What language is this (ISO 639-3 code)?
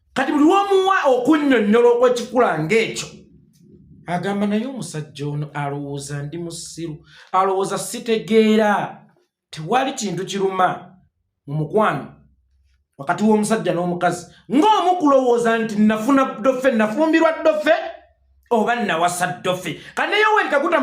lug